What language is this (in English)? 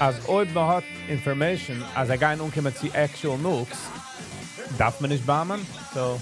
Yiddish